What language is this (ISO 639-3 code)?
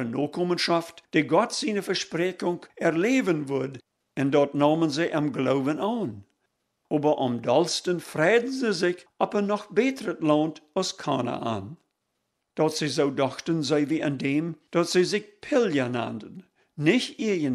pdt